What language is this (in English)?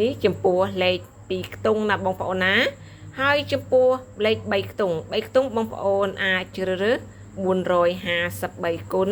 Khmer